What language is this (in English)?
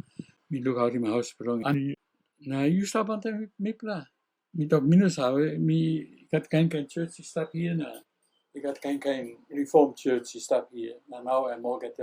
Tok Pisin